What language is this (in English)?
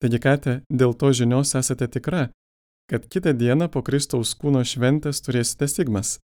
Lithuanian